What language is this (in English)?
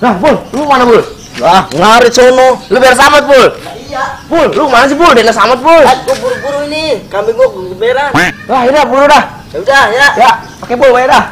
Betawi